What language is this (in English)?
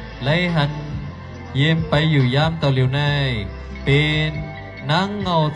Shan